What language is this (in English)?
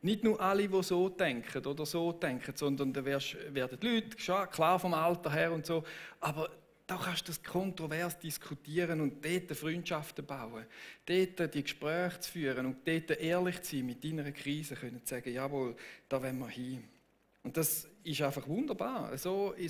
Swiss German